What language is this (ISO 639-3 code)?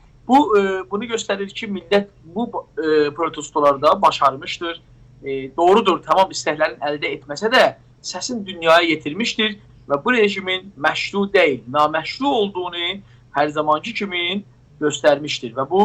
azb